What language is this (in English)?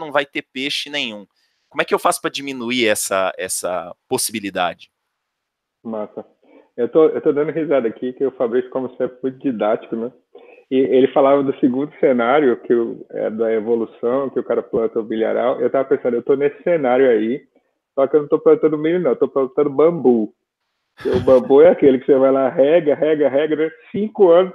Portuguese